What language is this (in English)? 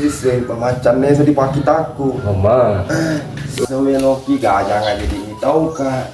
Buginese